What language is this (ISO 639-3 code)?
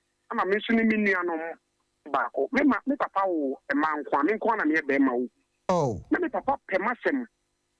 aka